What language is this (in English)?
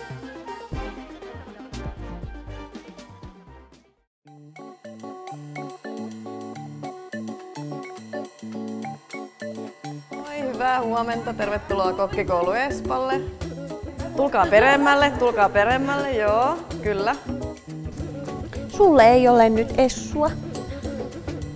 Finnish